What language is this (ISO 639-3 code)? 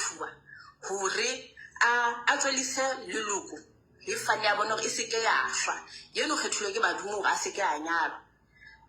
sot